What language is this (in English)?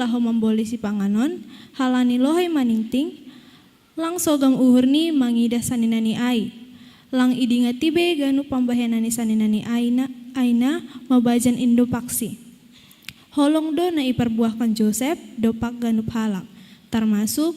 Batak Simalungun